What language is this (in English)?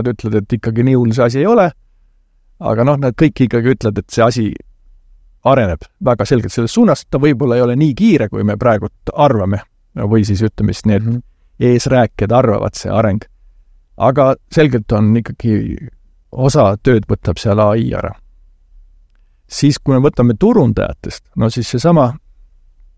Estonian